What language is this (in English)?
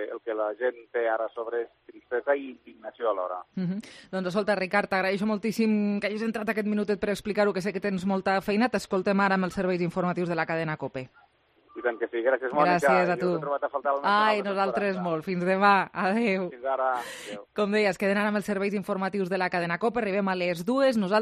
Catalan